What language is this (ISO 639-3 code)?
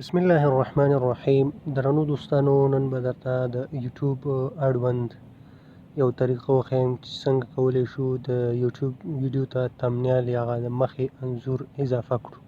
pus